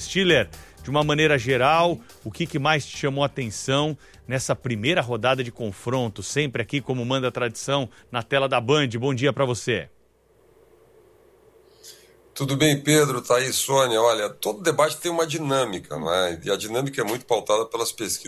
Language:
Portuguese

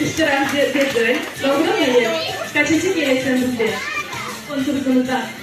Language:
Crimean Tatar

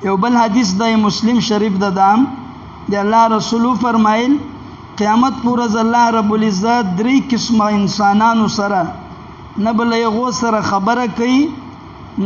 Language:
Pashto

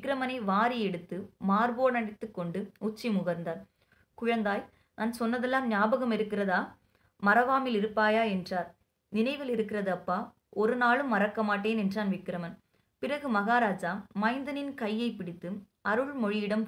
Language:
Tamil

